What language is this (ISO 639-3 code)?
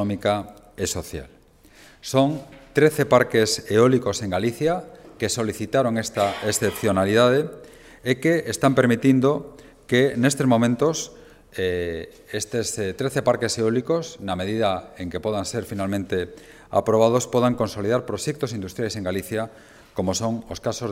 glg